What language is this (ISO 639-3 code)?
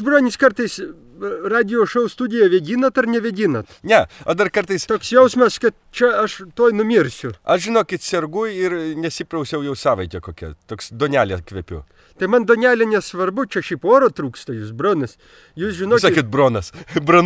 lit